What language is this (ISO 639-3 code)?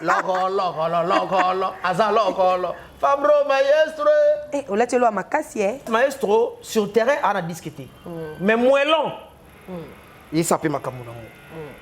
lin